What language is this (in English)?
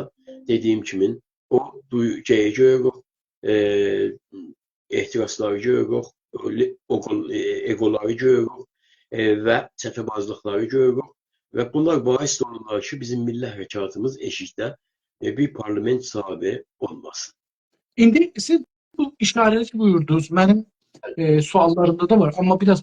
South Azerbaijani